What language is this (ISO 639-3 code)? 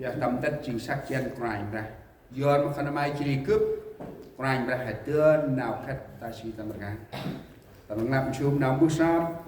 cmo